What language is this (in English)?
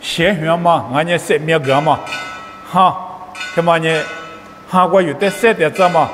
Lisu